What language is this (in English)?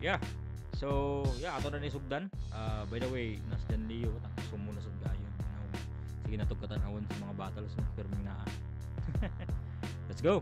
Cebuano